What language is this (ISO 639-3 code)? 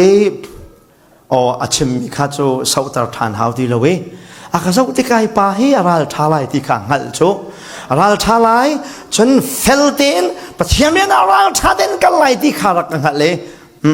cfm